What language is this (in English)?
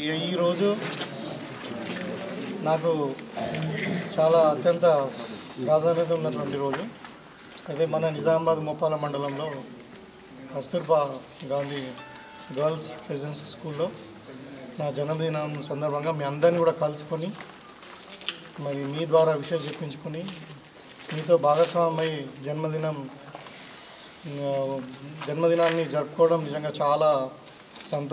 Telugu